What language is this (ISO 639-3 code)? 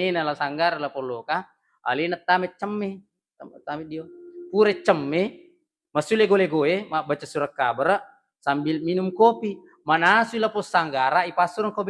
bug